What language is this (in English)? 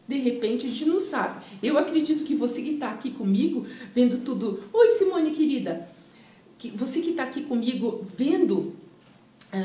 Portuguese